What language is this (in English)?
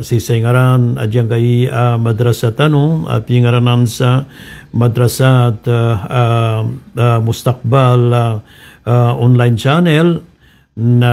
Maranao